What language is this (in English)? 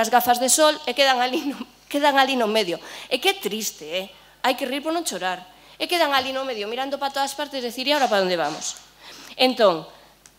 Galician